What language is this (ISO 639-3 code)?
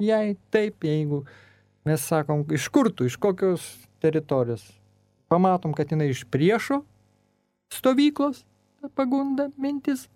lit